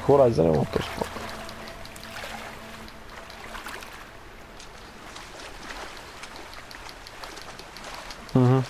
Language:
Bulgarian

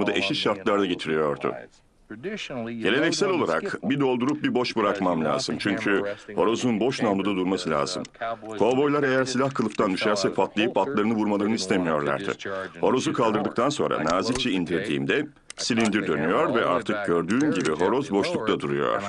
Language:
Turkish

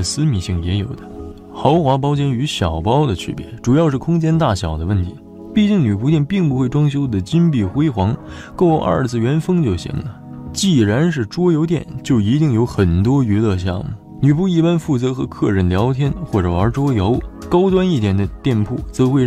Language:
Chinese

